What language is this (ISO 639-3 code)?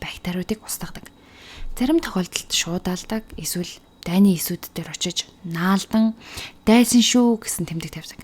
mon